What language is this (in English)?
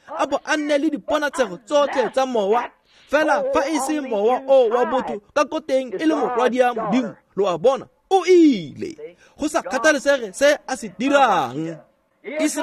Tswana